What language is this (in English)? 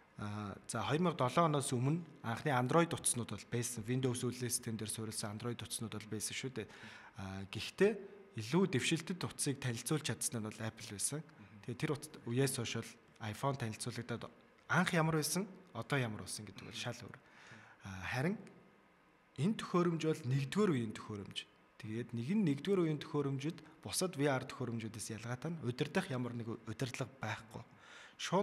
Mongolian